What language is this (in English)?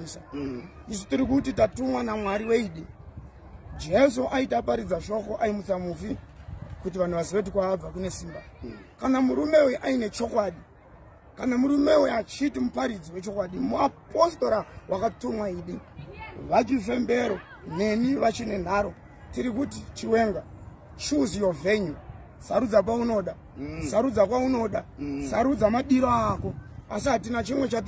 Shona